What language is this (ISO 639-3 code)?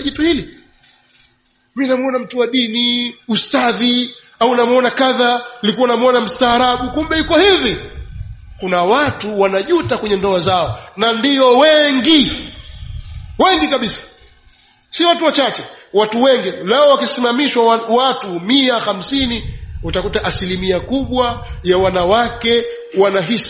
swa